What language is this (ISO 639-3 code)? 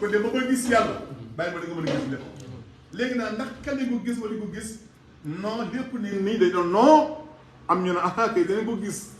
wol